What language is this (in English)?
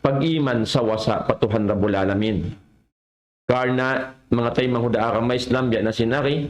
Tausug